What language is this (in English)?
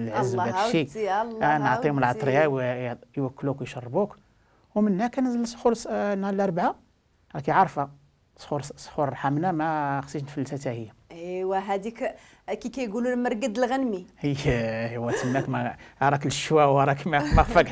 Moroccan Arabic